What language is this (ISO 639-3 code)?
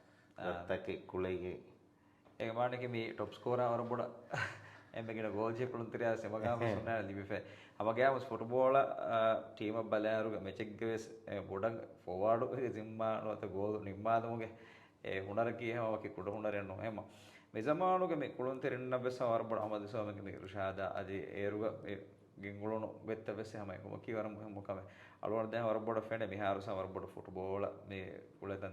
div